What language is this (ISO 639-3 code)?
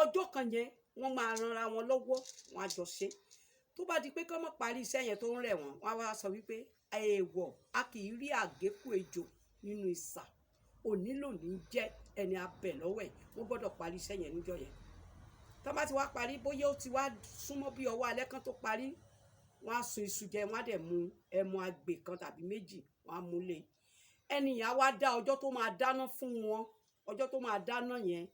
yor